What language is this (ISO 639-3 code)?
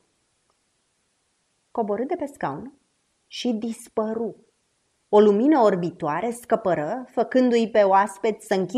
ron